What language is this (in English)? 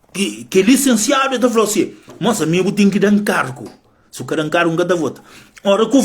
Kabuverdianu